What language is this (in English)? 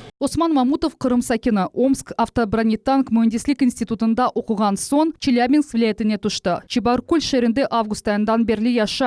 Crimean Tatar